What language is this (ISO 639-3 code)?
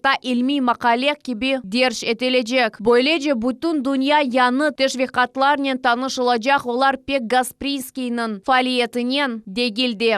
crh